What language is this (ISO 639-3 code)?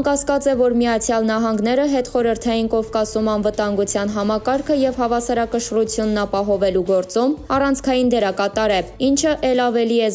hye